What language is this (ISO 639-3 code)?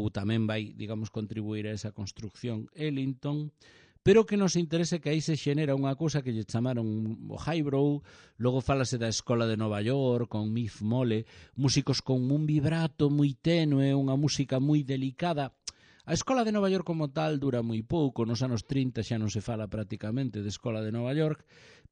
glg